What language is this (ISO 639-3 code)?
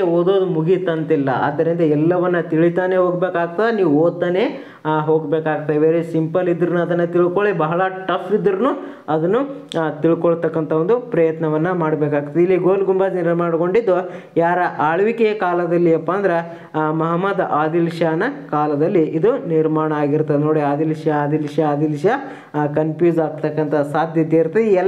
kan